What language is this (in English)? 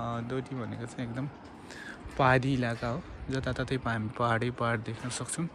Nepali